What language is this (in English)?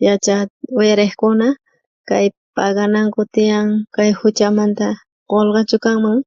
South Bolivian Quechua